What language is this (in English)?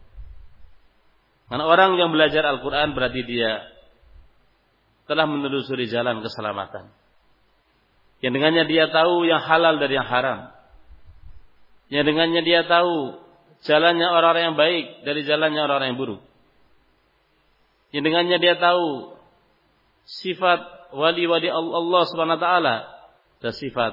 Indonesian